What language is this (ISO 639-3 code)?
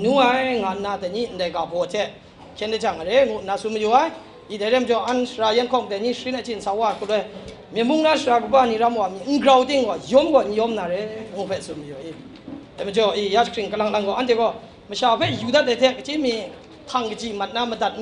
kac